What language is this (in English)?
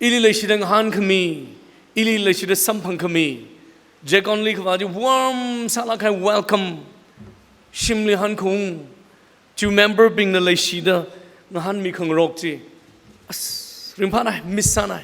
Tangkhul Naga (India)